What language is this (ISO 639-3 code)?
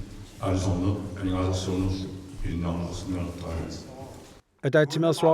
kal